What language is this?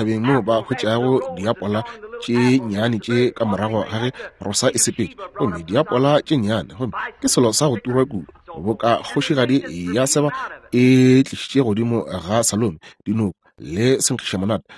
Northern Sotho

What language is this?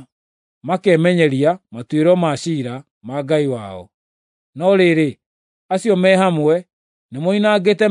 Kikuyu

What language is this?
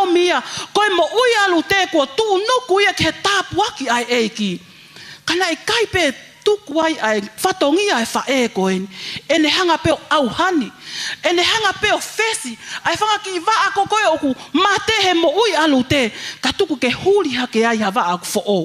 Tongan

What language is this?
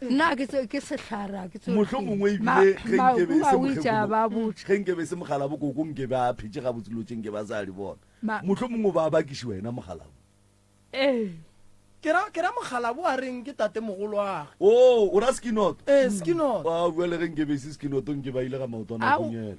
Northern Sotho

